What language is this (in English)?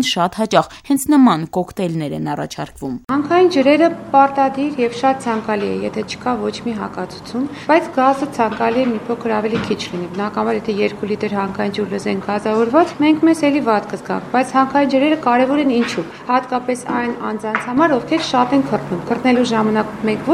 Armenian